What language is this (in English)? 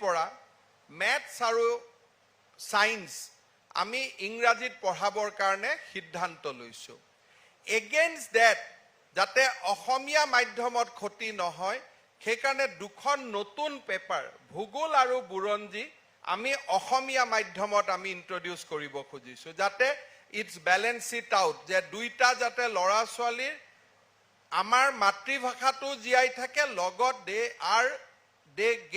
Assamese